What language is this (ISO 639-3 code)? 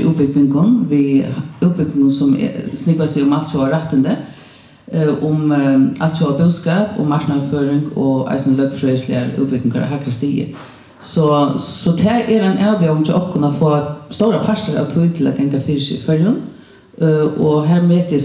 fao